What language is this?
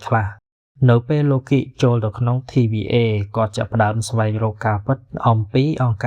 Khmer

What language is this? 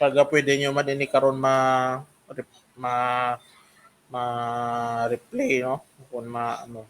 Hiligaynon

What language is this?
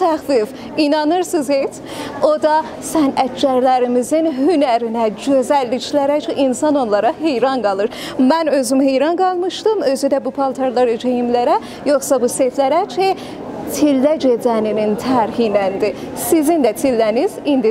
South Azerbaijani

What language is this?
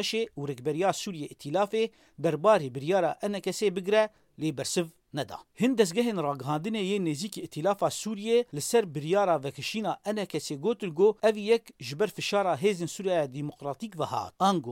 Kurdish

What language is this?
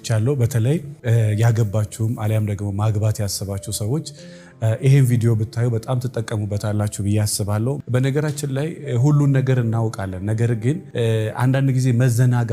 Amharic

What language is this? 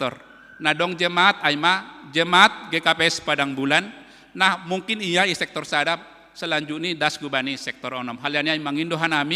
Batak Simalungun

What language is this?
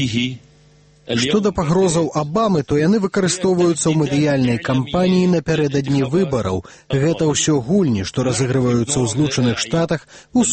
Belarusian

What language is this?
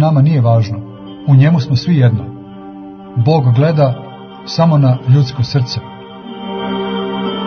Croatian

